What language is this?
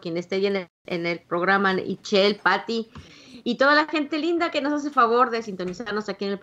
Spanish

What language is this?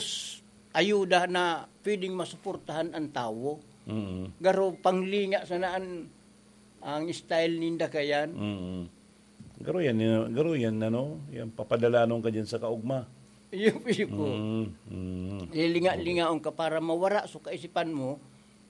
Bikol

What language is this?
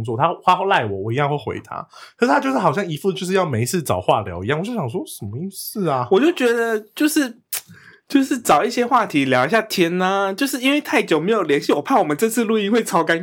Chinese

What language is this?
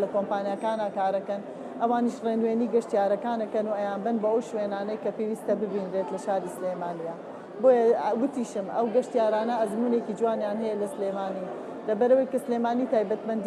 Central Kurdish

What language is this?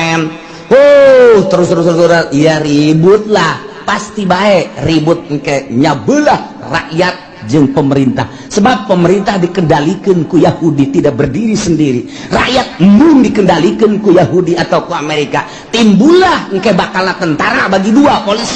Sundanese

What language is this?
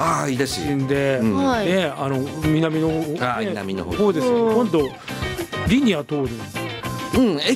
Japanese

